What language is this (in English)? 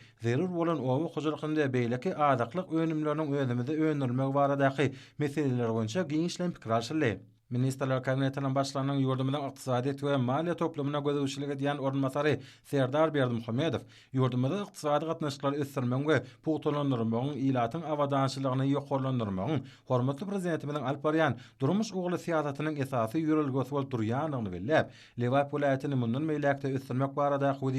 Turkmen